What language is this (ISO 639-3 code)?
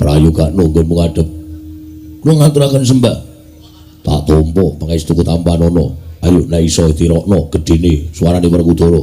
jav